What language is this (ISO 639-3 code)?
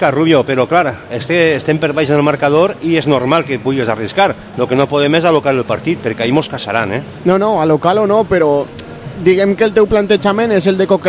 cat